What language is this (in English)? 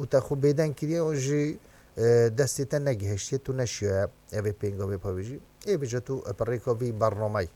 Kurdish